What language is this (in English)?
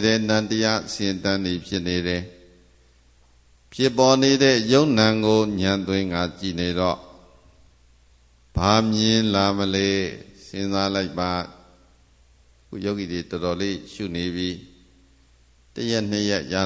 Burmese